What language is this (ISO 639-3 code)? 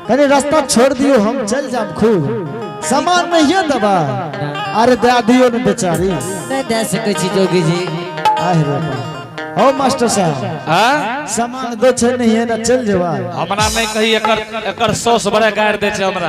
anp